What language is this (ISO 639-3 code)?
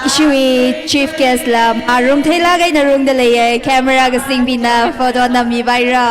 nmf